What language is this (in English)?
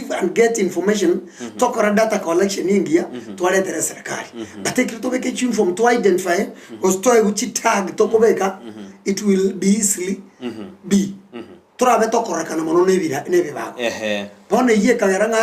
Gusii